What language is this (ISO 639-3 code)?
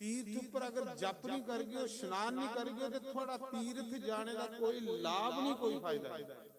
doi